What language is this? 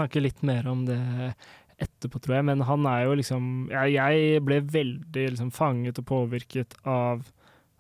Norwegian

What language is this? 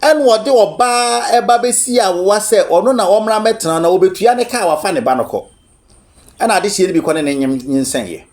Akan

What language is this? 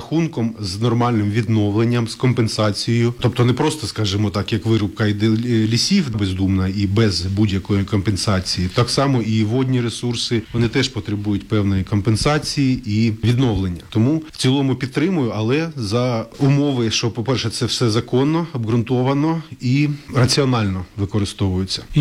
Ukrainian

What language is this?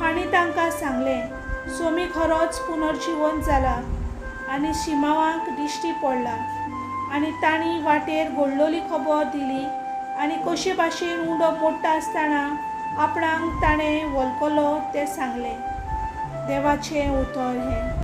Konkani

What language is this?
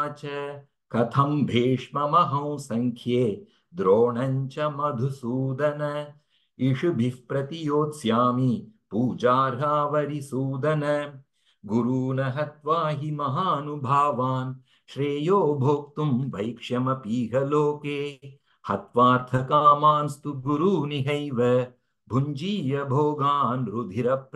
Sanskrit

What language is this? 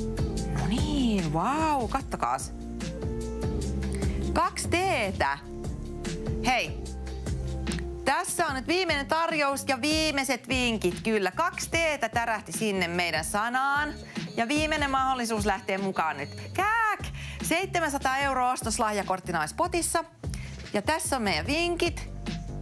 Finnish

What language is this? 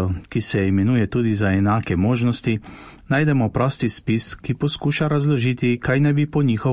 Slovenian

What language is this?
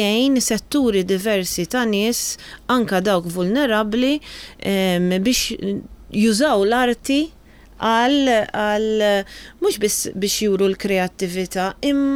Maltese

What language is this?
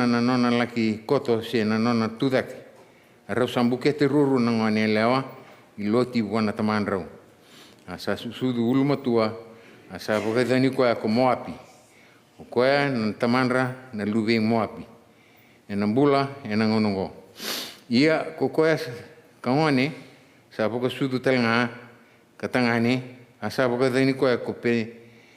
Fijian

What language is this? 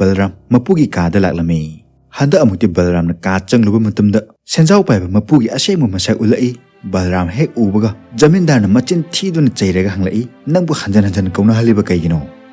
Manipuri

